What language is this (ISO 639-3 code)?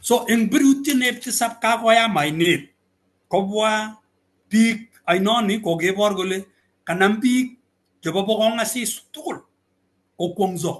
kln